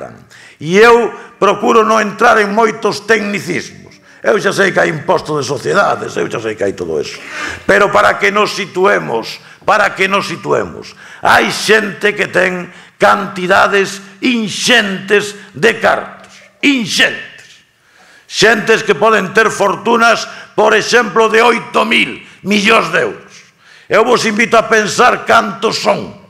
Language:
Galician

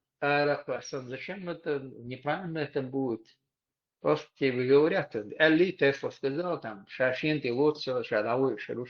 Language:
Chechen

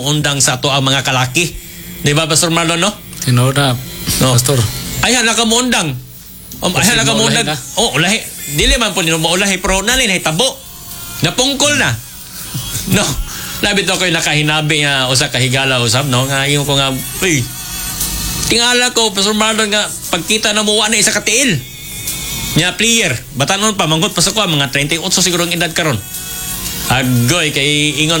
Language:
Cebuano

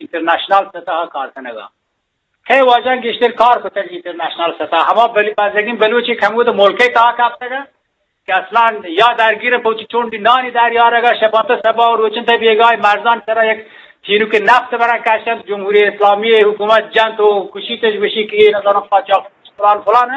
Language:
Eastern Balochi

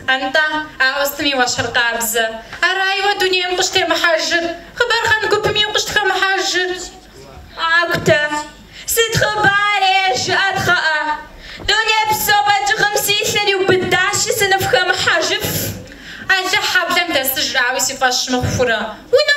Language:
Kabardian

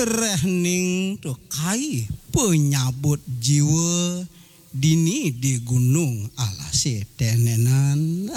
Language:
Balinese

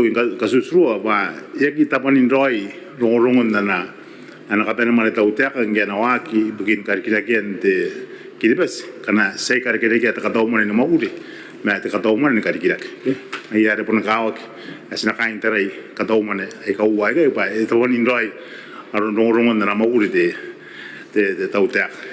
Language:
Gilbertese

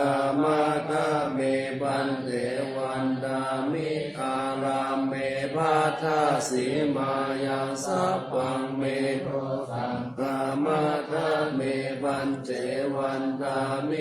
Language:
Pali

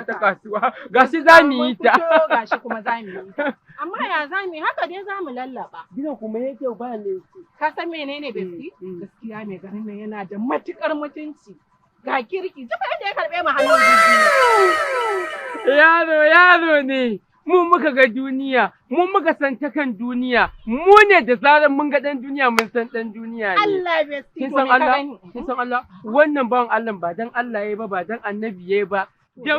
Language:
Hausa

